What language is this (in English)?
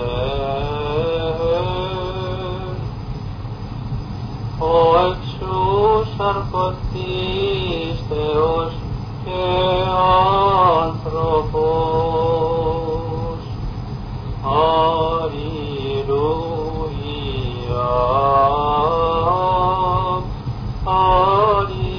Greek